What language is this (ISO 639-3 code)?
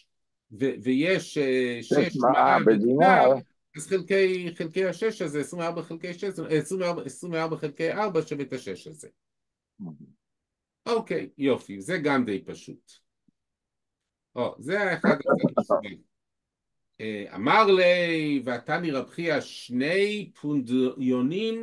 heb